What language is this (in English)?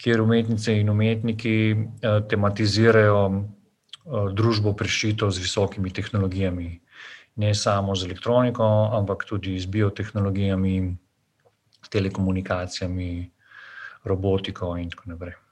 Slovenian